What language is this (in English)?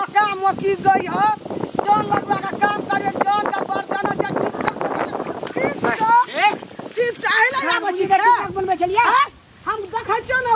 Maithili